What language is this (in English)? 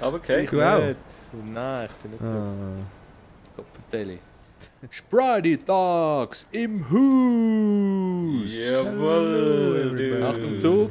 Swiss German